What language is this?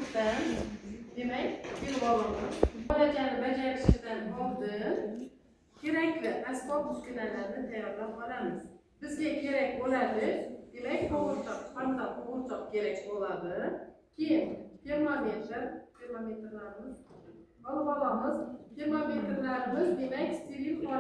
Uzbek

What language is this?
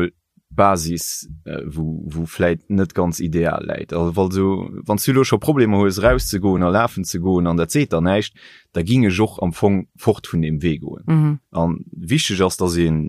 Luxembourgish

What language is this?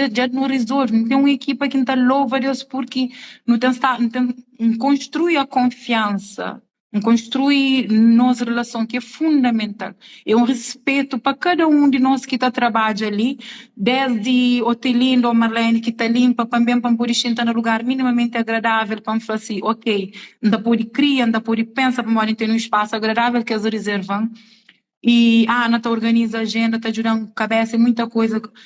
Kabuverdianu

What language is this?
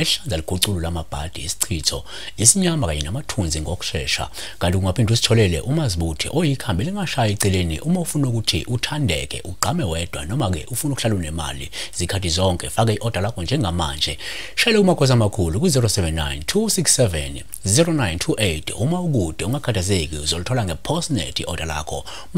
Zulu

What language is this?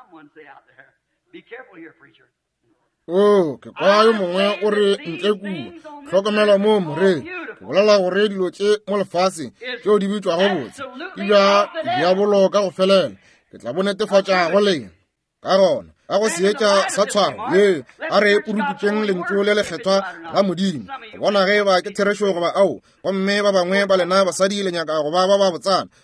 Northern Sotho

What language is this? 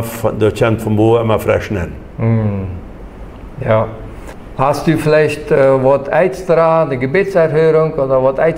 Plautdietsch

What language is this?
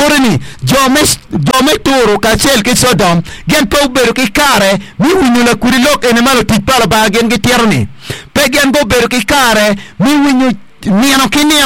Acoli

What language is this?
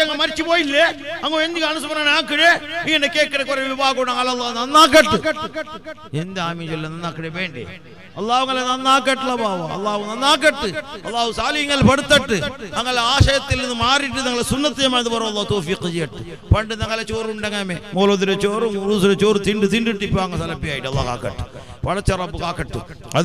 Malayalam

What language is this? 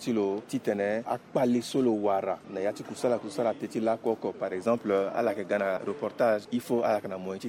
Sango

